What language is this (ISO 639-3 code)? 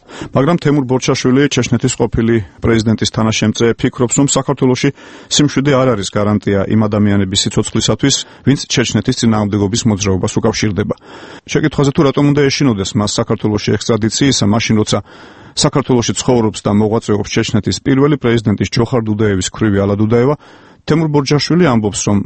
kat